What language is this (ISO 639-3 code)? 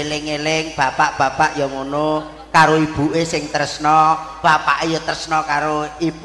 jav